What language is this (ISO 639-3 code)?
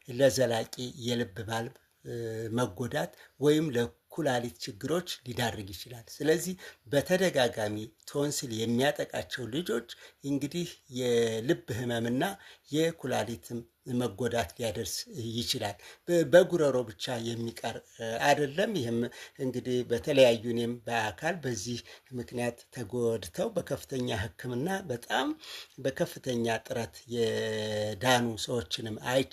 amh